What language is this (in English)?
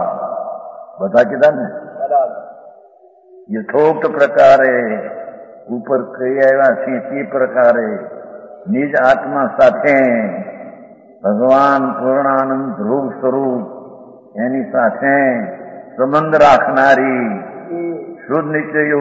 Gujarati